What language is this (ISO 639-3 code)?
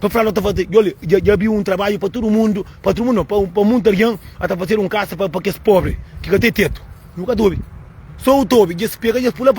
kea